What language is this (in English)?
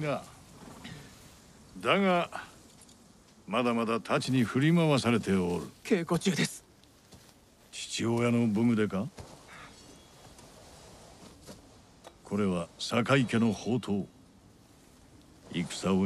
Japanese